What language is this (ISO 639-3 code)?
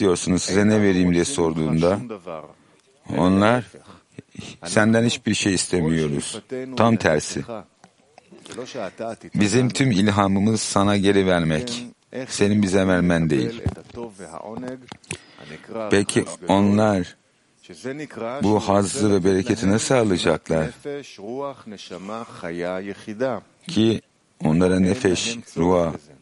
tur